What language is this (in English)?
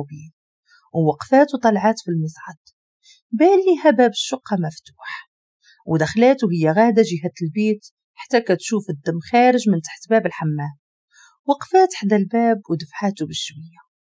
Moroccan Arabic